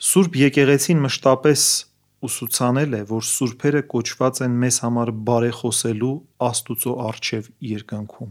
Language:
Armenian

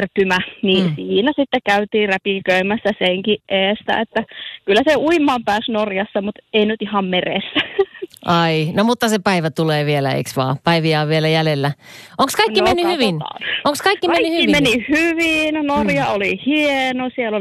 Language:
Finnish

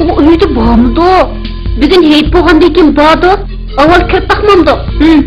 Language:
Uyghur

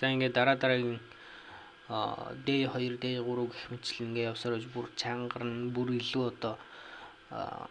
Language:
Mongolian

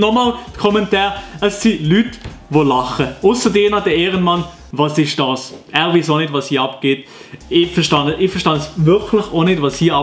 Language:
Swiss German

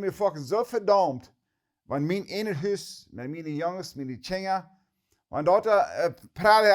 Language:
Plautdietsch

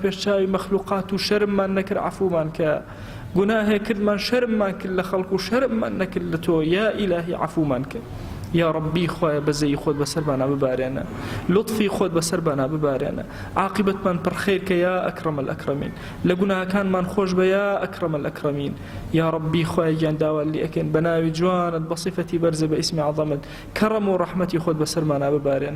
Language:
Central Kurdish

